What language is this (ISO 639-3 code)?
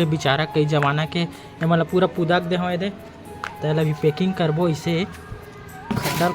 hne